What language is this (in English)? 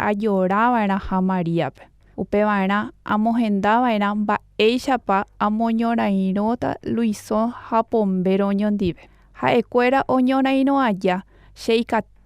Guarani